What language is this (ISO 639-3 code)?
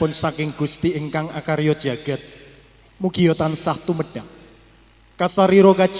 jav